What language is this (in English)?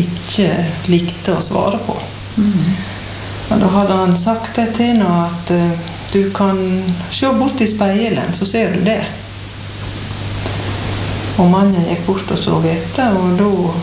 Norwegian